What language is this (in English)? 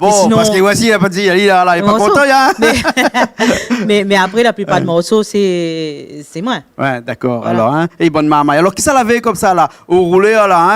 Réunion Creole French